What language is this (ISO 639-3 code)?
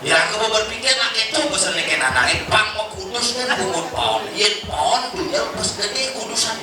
ban